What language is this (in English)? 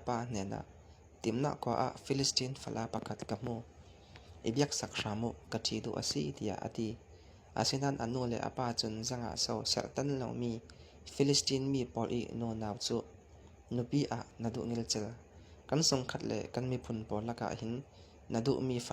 Falam Chin